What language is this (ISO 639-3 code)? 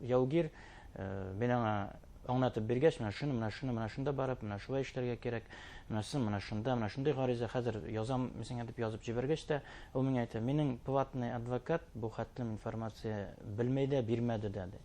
bak